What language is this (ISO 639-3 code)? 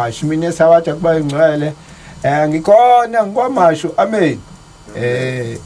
zul